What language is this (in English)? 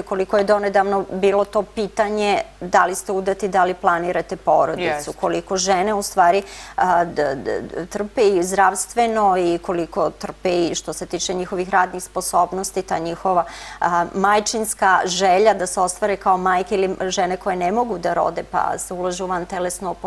Serbian